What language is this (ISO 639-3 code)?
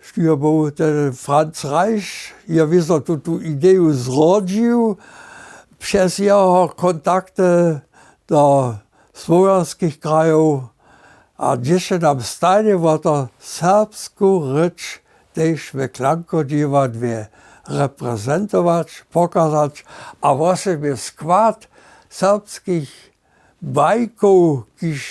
hsb